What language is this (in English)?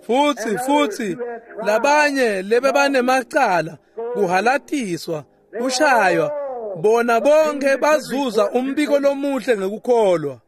Swati